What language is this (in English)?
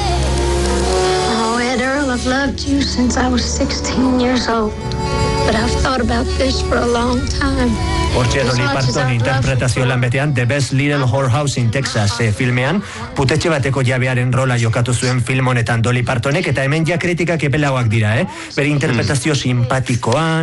Basque